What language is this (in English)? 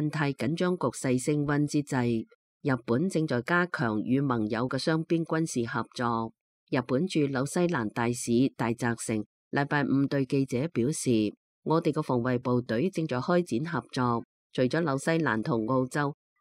Cantonese